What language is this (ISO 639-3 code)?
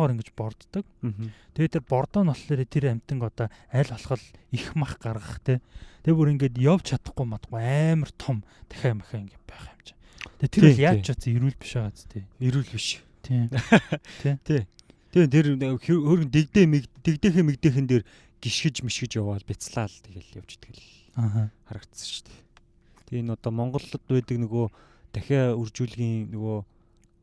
mon